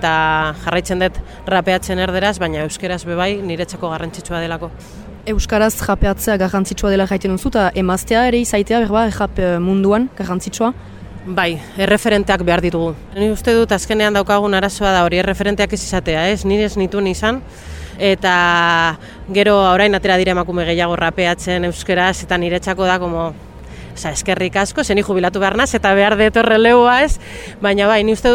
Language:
Basque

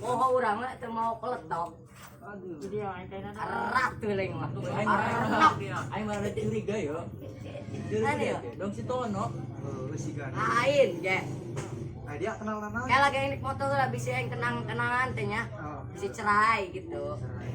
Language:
Sundanese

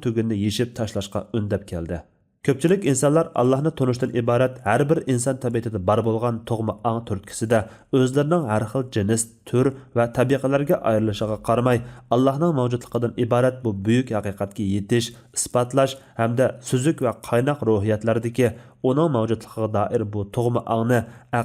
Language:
Uyghur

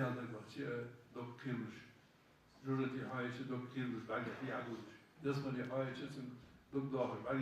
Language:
Ingush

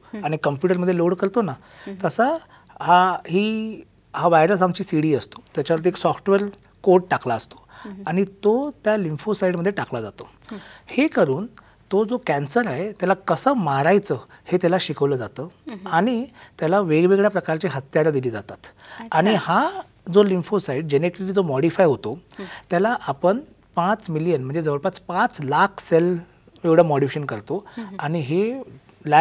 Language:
Marathi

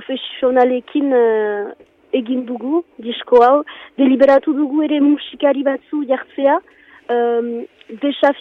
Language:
Basque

